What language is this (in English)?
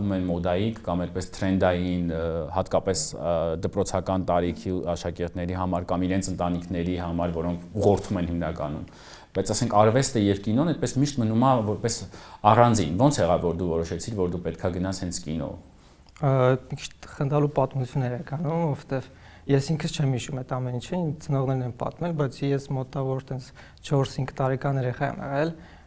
Armenian